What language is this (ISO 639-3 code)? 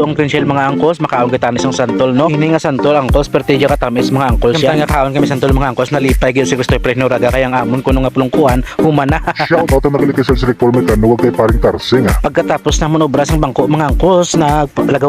hil